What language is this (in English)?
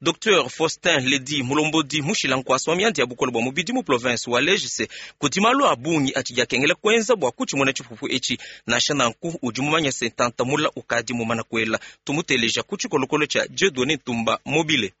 Luba-Lulua